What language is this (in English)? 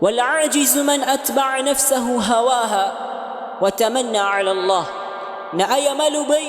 Maranao